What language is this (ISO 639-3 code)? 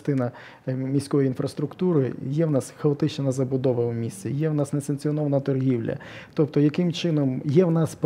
ukr